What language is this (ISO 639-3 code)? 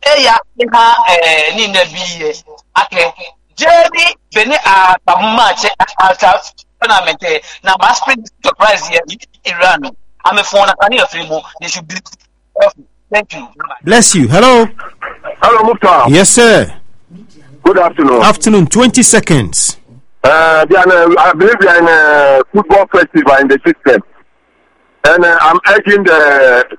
eng